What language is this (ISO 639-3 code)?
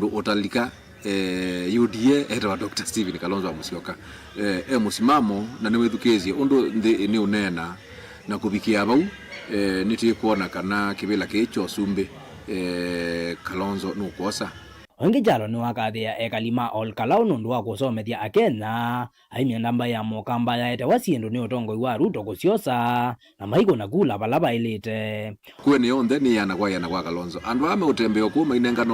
kam